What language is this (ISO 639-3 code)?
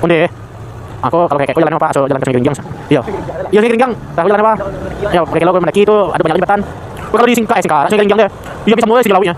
min